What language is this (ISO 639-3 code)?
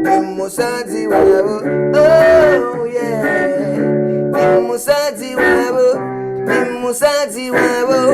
ven